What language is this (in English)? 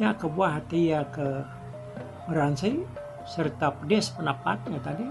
Iban